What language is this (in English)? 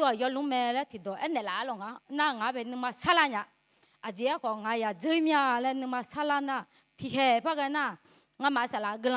Akha